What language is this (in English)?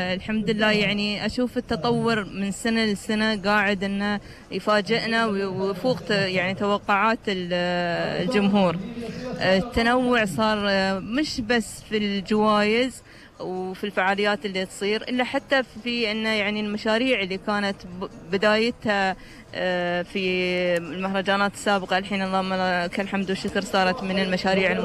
Gulf Arabic